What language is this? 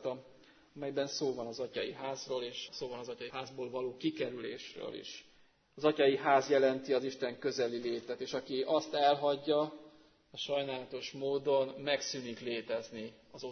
Hungarian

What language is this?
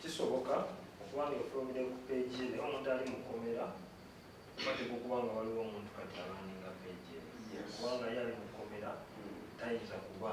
Ganda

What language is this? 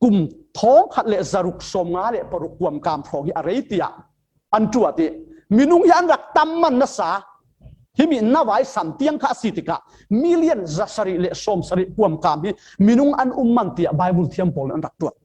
Falam Chin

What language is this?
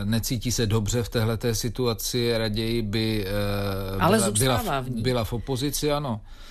Czech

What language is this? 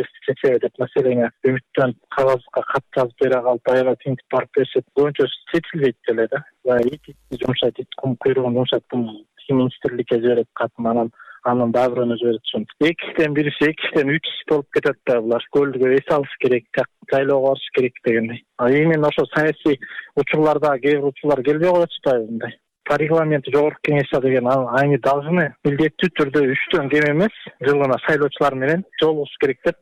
Kyrgyz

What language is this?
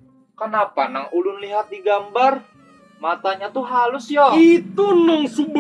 Banjar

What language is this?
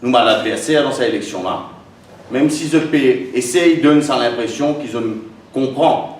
Morisyen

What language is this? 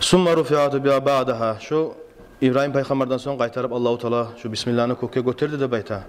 Kumyk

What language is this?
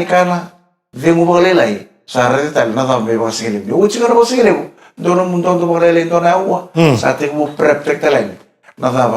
Fijian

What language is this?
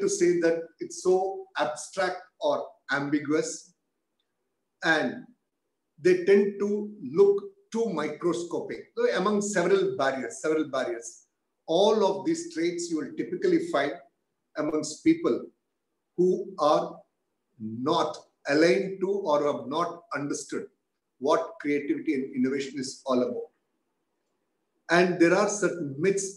English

